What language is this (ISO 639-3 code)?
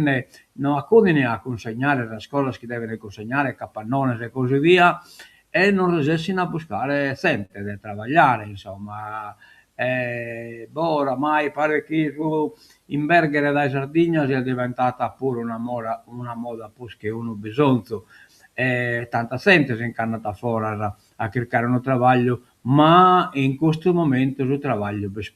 srd